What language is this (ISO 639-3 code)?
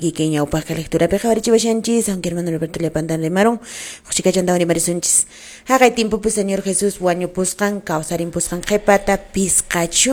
que